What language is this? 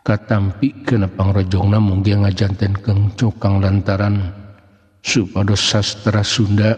Sundanese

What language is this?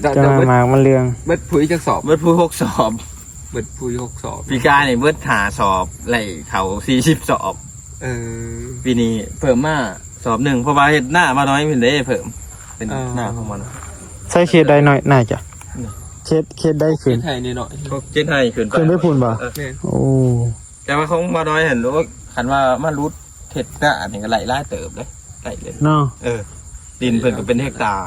Northeastern Thai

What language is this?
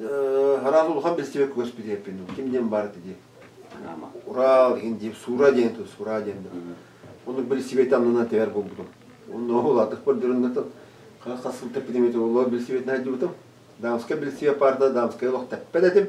Yakut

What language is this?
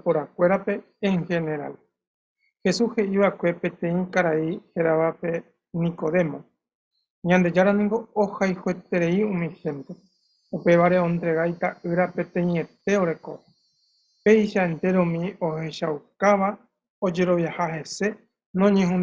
Guarani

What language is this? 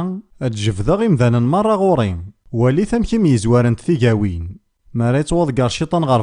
Kabyle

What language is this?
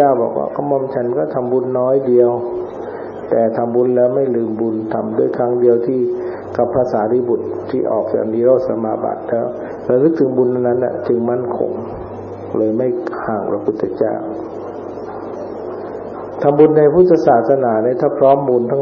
Thai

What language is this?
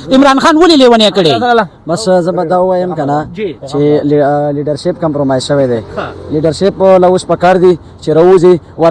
Pashto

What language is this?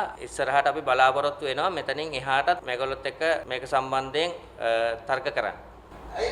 Sinhala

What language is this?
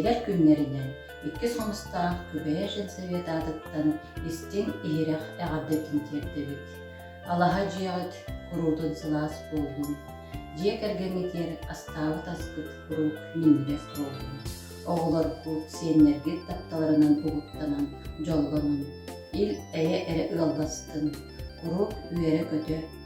Yakut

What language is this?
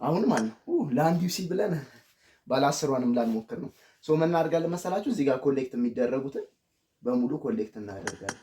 Amharic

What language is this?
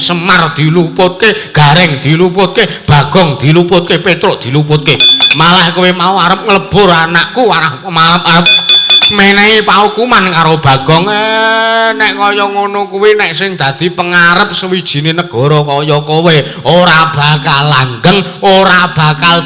Javanese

